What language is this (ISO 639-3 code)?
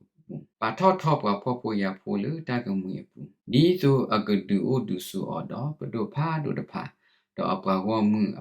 ksw